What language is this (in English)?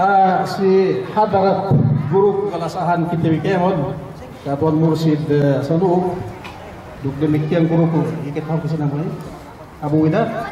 Yakan